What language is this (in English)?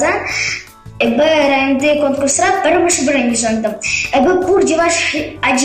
Chuvash